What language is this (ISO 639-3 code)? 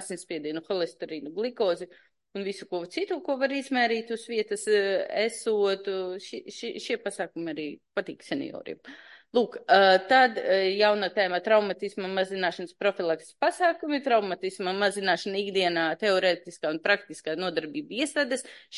lav